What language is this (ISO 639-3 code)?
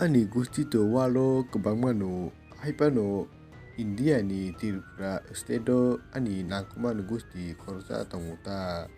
trp